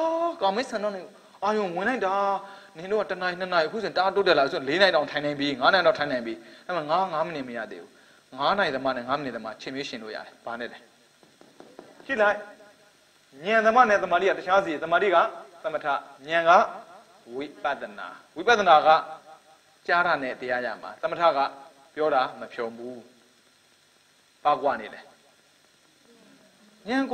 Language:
Burmese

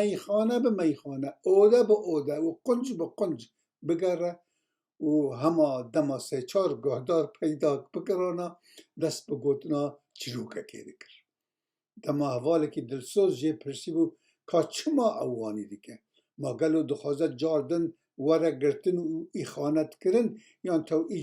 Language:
Kurdish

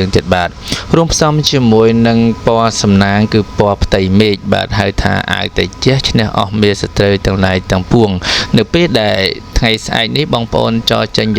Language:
Khmer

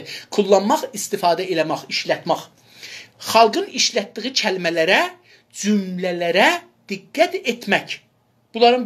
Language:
South Azerbaijani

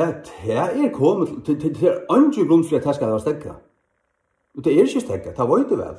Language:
Faroese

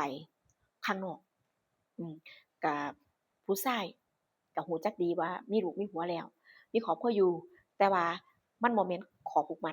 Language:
Northeastern Thai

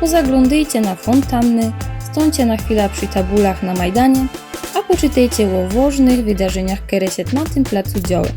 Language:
Silesian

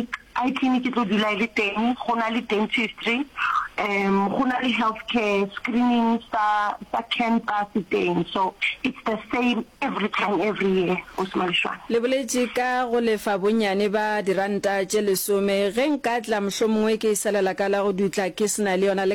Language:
Northern Sotho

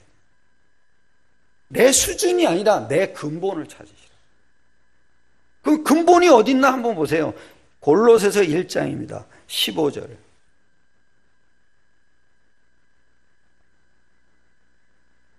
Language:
Korean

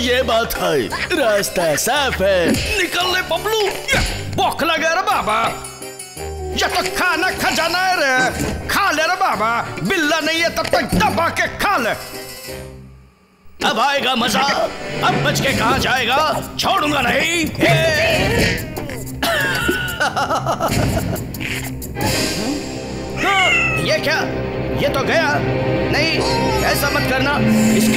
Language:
Hindi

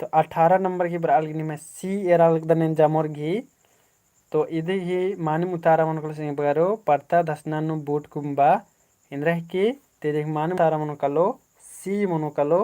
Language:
Kurukh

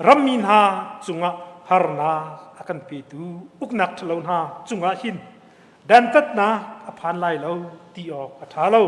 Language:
Hakha Chin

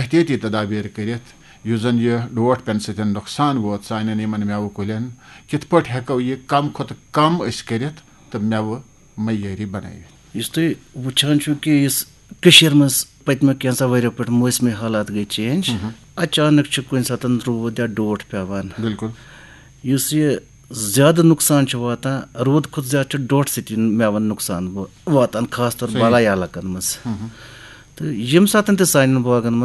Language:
Kashmiri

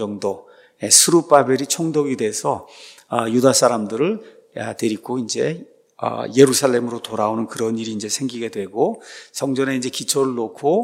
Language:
Korean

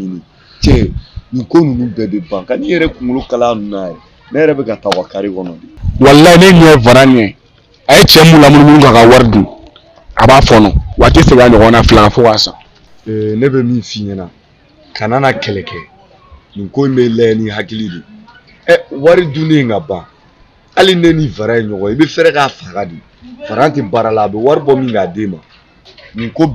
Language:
Bambara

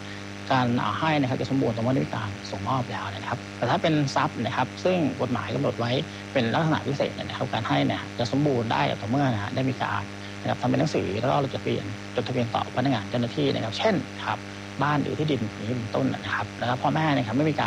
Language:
Thai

